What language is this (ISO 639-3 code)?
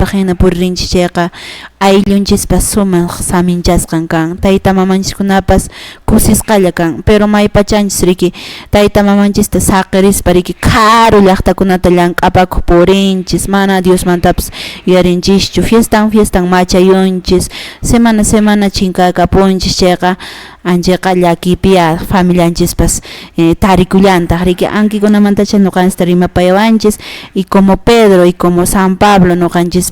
que